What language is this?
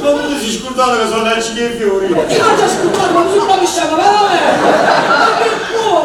Neapolitan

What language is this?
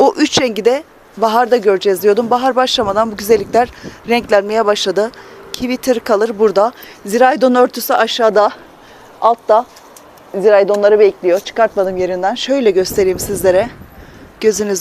Turkish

